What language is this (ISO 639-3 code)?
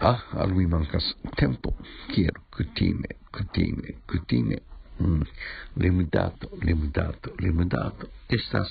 epo